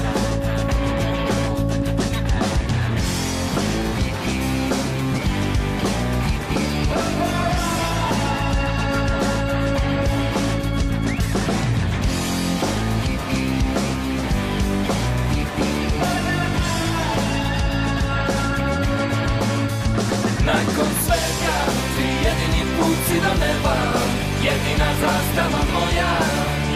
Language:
Croatian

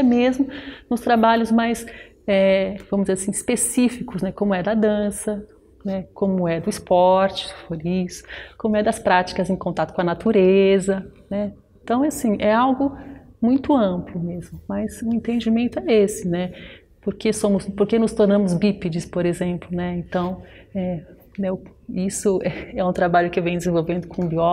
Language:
Portuguese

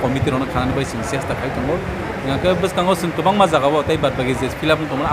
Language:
Kok Borok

